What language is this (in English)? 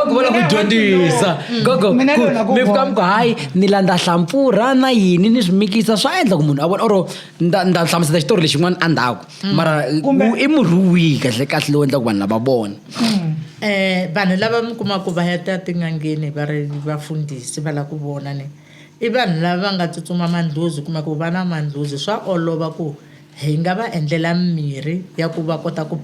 Tsonga